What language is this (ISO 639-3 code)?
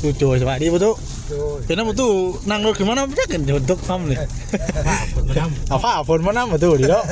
tts